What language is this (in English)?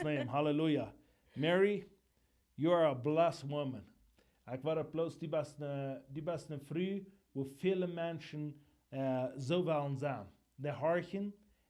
Plautdietsch